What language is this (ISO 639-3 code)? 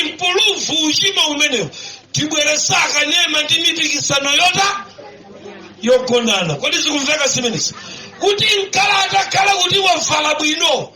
nya